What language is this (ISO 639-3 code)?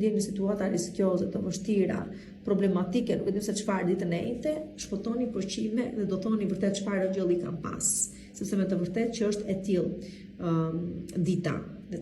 sqi